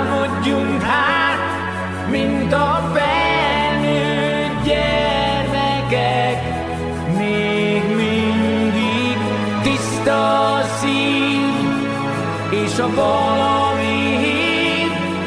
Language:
Hungarian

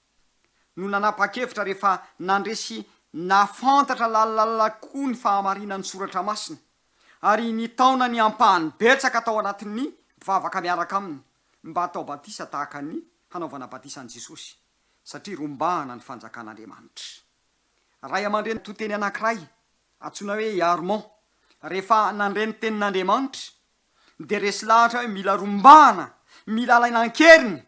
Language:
Malagasy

